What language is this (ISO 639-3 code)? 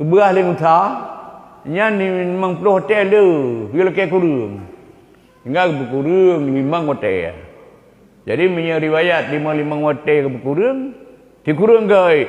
ace